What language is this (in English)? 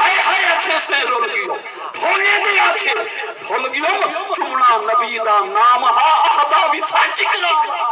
Saraiki